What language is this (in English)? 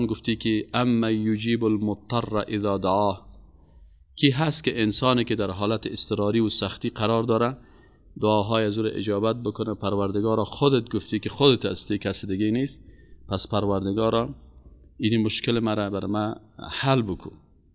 Persian